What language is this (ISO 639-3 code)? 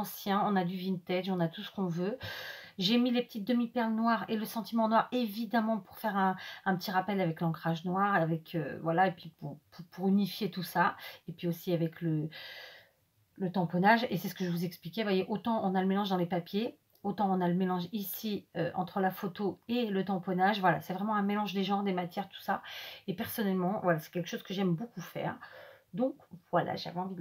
fra